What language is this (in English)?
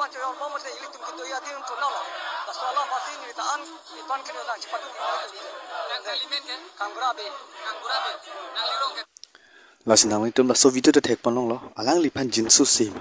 Karbi